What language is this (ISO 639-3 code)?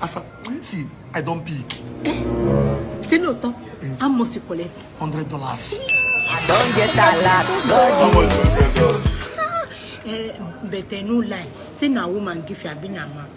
pcm